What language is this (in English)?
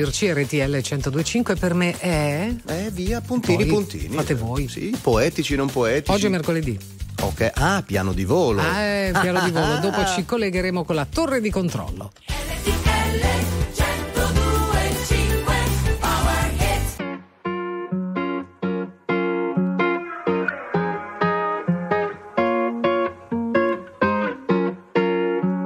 Italian